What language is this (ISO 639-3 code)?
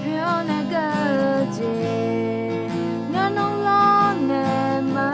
ahk